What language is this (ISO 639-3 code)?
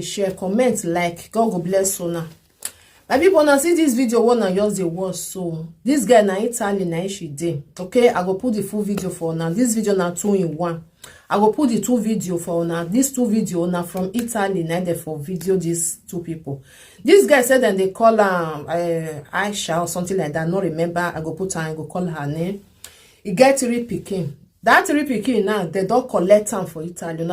pcm